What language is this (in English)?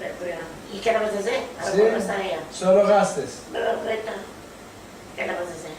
Ladino